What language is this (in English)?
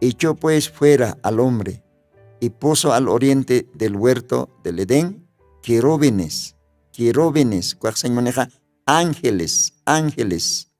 Aymara